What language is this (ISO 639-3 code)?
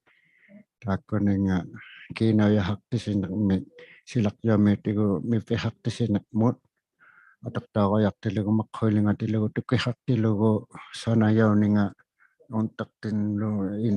iku